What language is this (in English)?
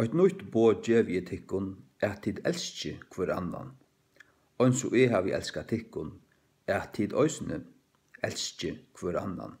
Faroese